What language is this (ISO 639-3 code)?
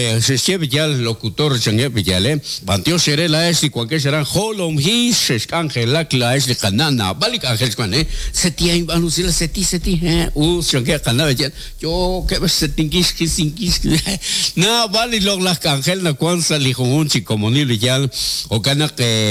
kek